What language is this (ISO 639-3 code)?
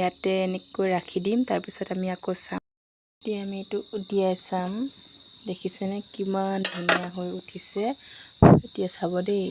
asm